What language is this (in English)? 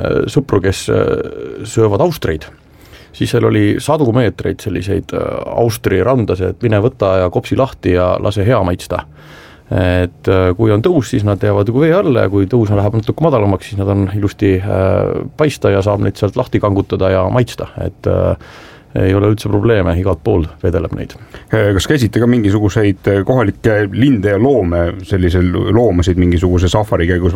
Estonian